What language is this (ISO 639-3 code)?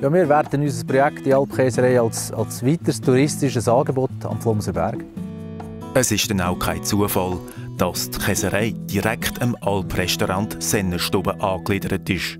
gsw